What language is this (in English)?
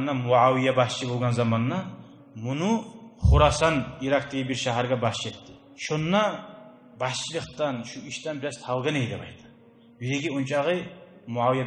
Kumyk